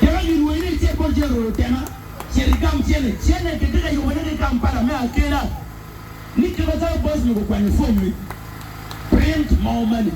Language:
Acoli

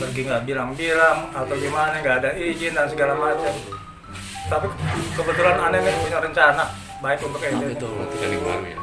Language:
Betawi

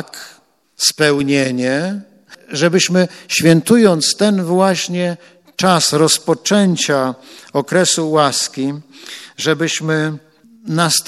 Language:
Polish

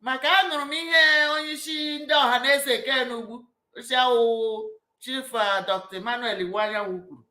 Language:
Igbo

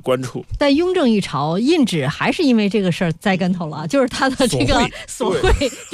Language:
Chinese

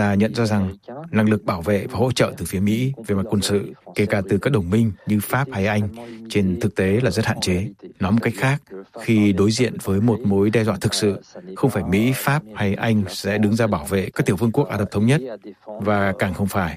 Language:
Vietnamese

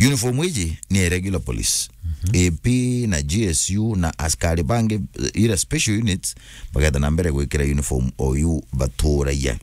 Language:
Meru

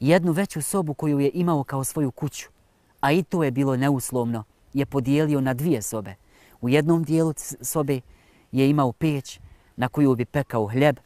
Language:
Bosnian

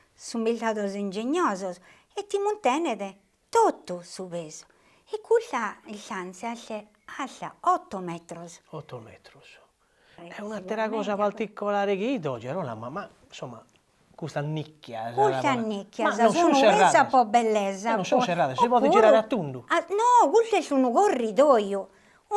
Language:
Sardinian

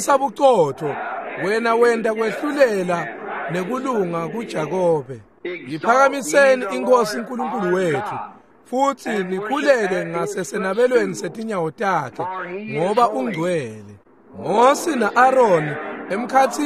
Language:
Swati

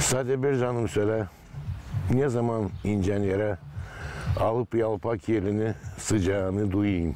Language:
Gagauz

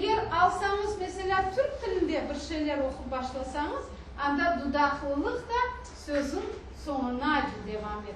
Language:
Crimean Tatar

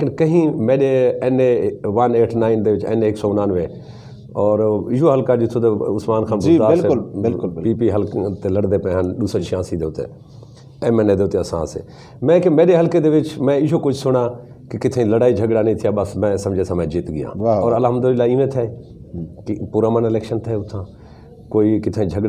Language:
Saraiki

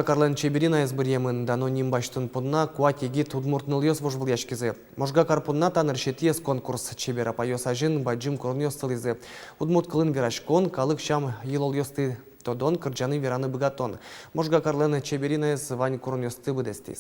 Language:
Udmurt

